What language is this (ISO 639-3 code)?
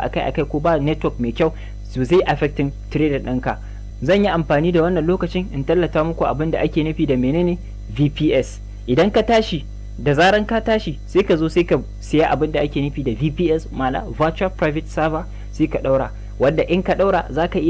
hau